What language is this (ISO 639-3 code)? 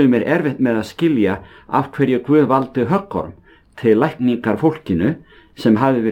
isl